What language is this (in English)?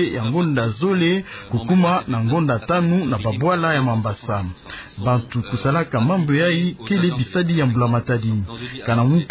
Kituba (Democratic Republic of Congo)